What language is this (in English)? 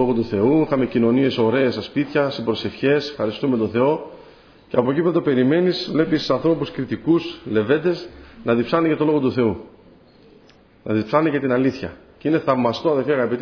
Greek